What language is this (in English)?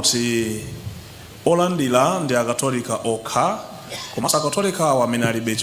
Nyanja